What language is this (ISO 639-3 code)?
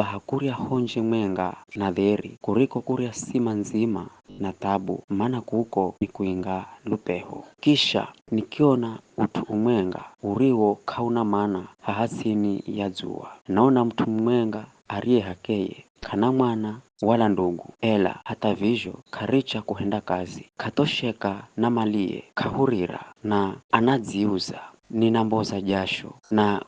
nyf